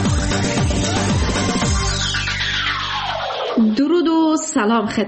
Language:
Persian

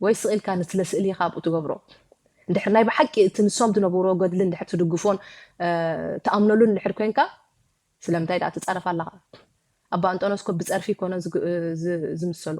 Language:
Tigrinya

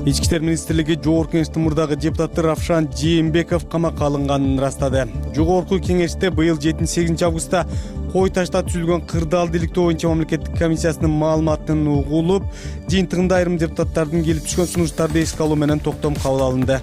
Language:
Kyrgyz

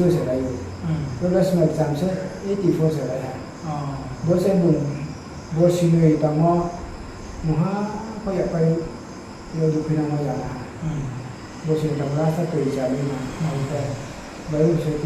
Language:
Riang (India)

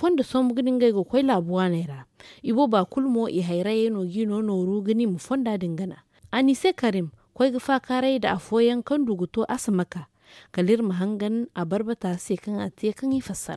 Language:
Zarma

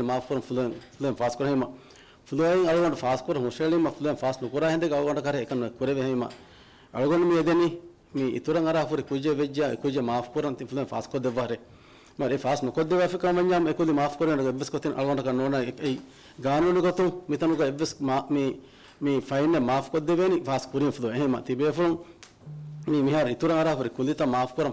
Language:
Divehi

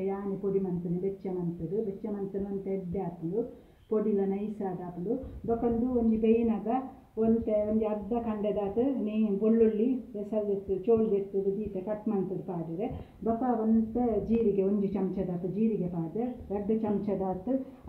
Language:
Tulu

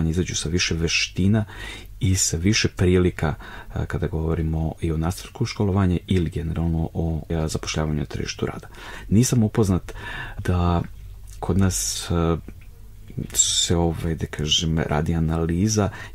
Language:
Serbian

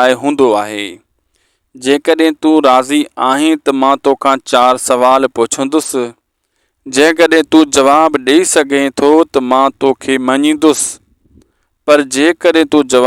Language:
Sindhi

